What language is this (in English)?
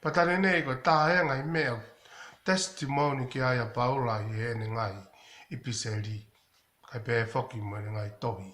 Tongan